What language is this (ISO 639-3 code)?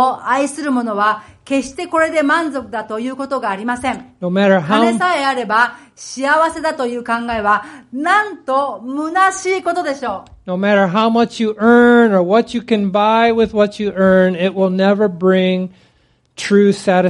jpn